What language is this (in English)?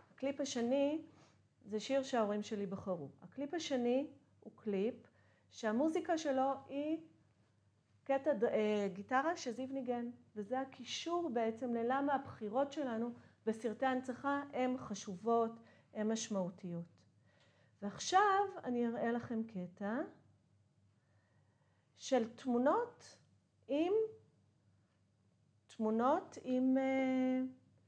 Hebrew